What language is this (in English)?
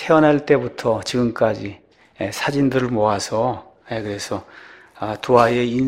Korean